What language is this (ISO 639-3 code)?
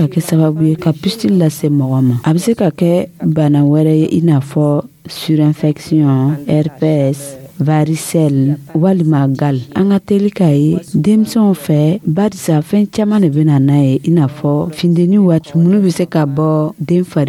dyu